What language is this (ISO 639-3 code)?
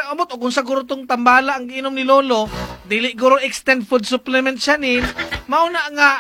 ceb